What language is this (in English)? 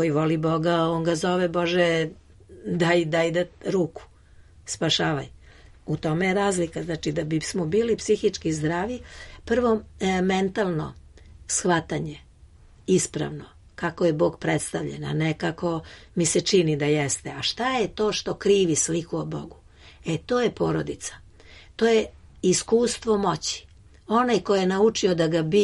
Serbian